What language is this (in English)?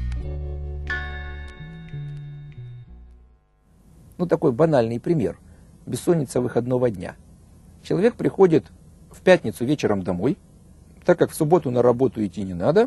Russian